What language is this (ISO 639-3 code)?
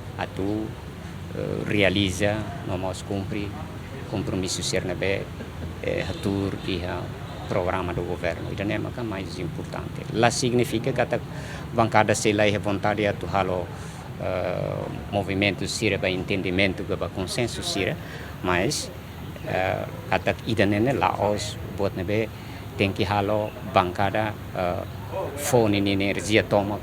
tet